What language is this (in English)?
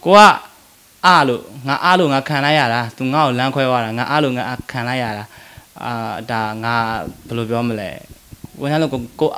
Burmese